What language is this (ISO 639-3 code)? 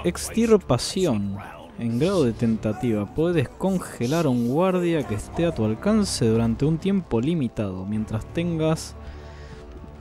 spa